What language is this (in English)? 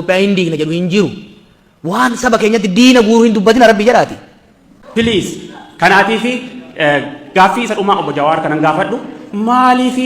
Oromo